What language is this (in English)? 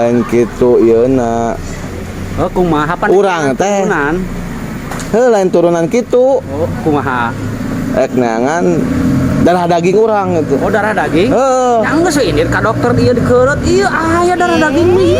Sundanese